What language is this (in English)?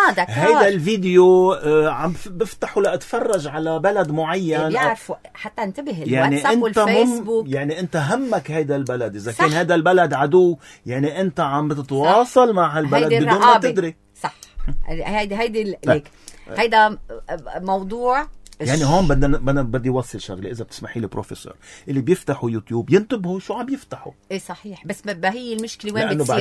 North Levantine Arabic